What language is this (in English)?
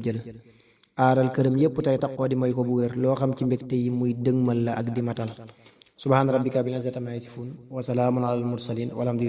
Wolof